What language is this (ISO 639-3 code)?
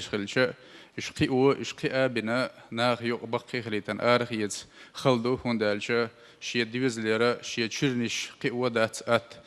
che